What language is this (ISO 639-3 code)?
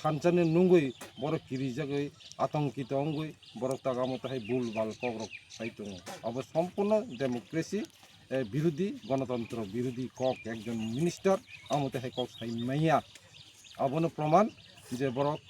trp